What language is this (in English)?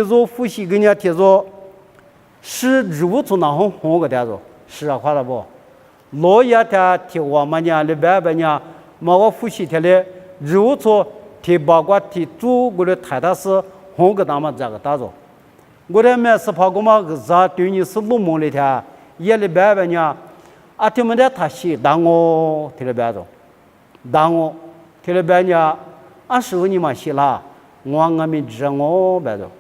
Lisu